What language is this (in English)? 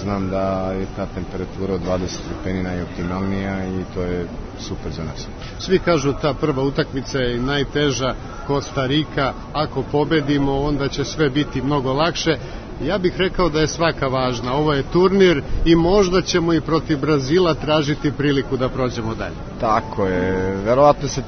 Serbian